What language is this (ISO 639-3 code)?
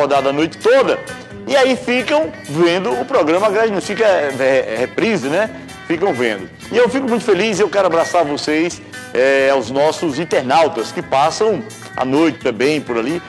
por